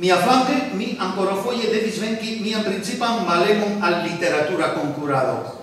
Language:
Esperanto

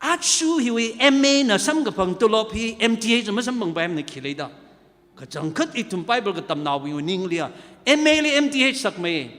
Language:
Tangkhul Naga (India)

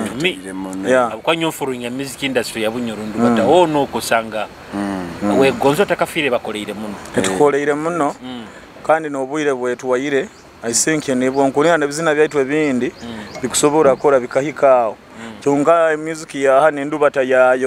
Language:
Nyoro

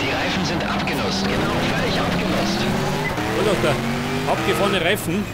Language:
Bavarian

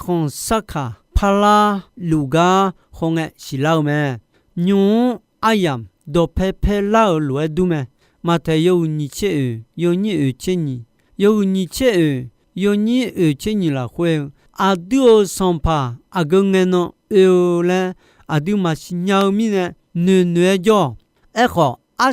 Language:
Akha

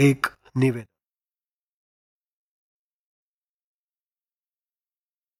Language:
Marathi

